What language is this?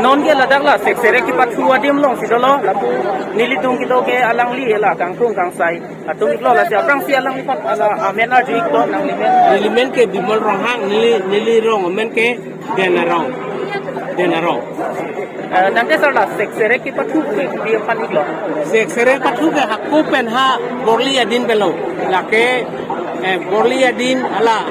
Karbi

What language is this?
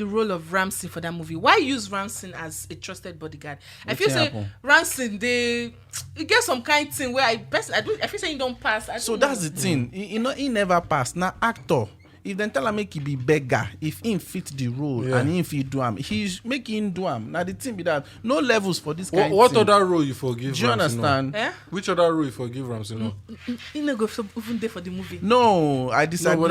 Nigerian Pidgin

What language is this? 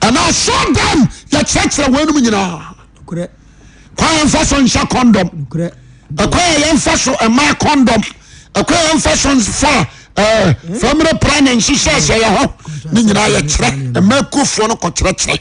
Akan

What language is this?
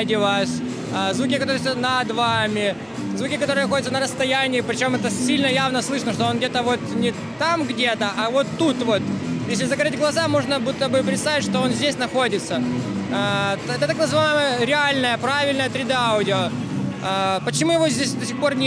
Russian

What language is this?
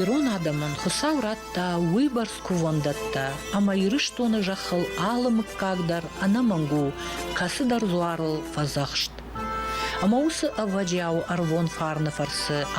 Ossetic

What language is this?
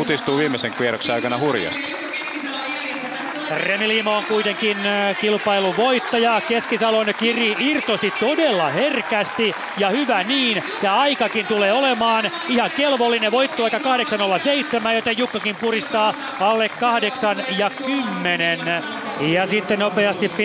Finnish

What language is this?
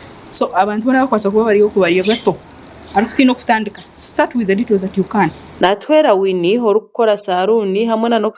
Nyankole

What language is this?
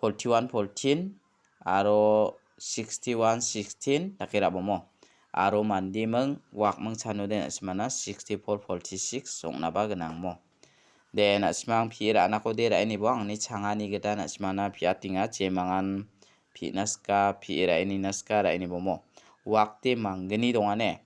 Garo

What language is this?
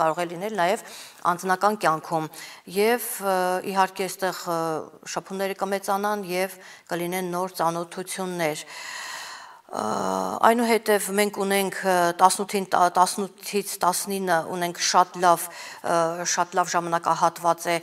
Armenian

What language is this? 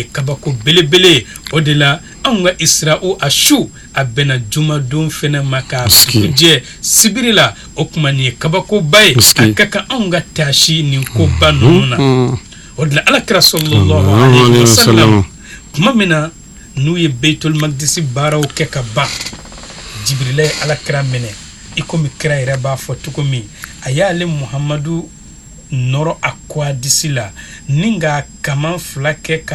Bambara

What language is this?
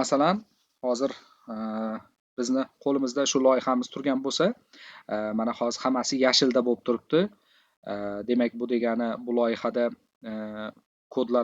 Uzbek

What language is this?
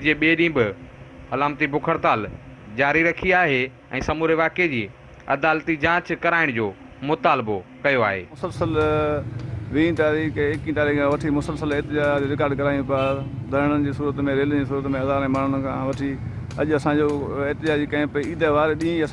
Sindhi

